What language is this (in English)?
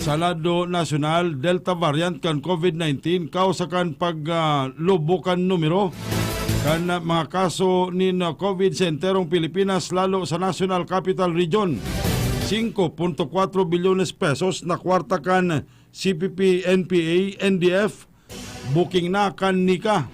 Bikol